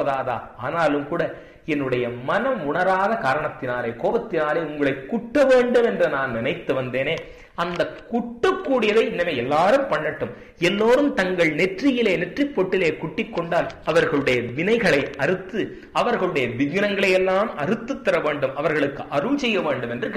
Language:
Tamil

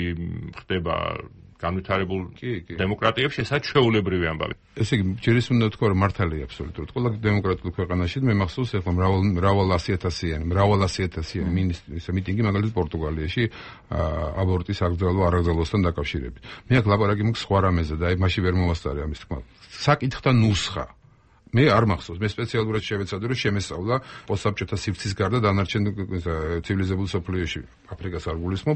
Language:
Georgian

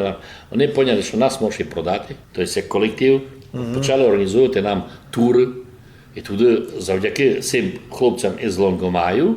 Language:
Rusyn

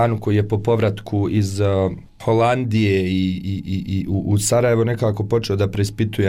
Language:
Bosnian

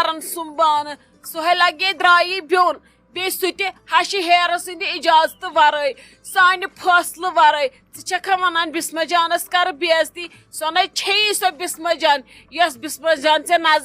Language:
Kashmiri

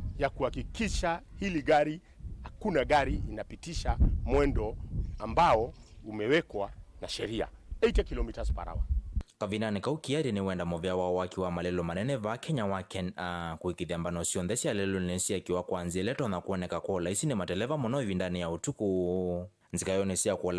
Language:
Kamba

